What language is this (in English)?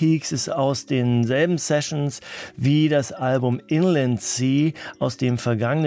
German